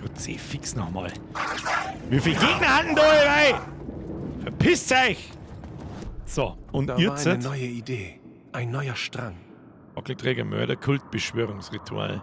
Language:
Bavarian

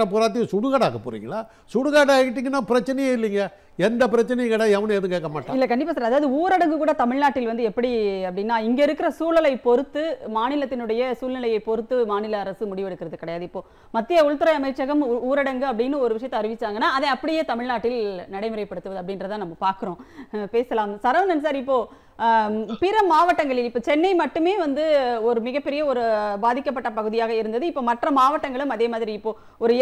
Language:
Tamil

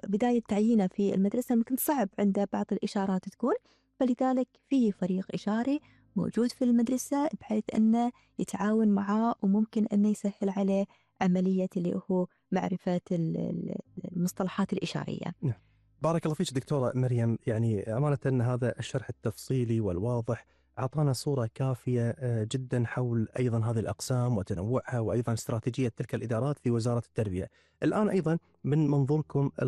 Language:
Gulf Arabic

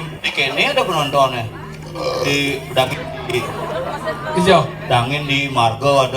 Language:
Balinese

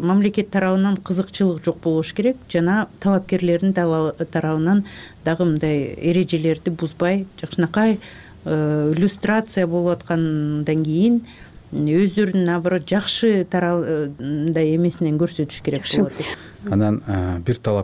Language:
Kyrgyz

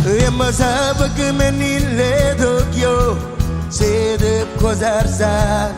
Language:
Marshallese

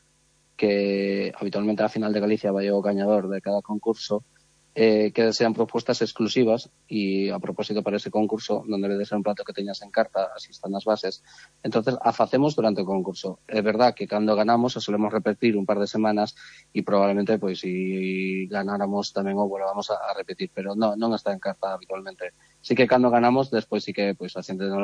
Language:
Galician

